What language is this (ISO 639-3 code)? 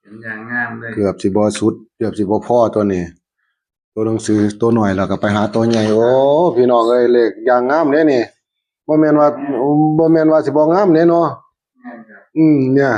tts